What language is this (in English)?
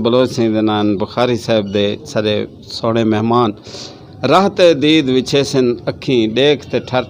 Saraiki